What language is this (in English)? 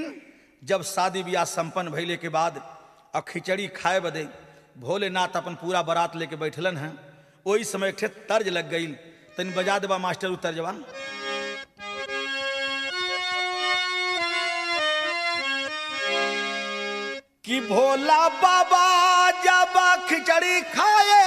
Bhojpuri